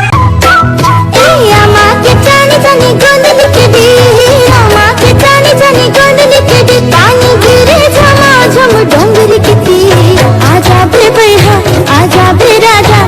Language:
Chhattisgarhi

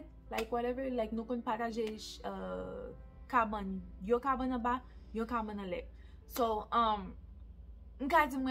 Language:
Haitian Creole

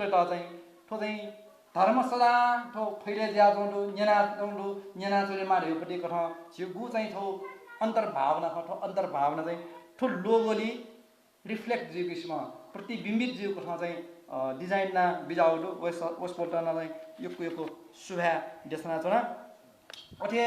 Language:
Newari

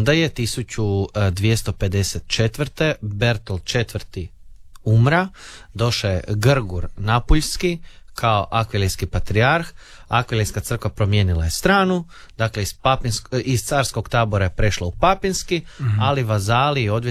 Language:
Croatian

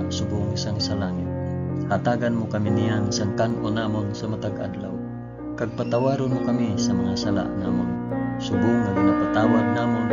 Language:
Hiligaynon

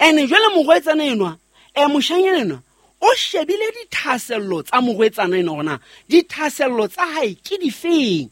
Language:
Southern Sotho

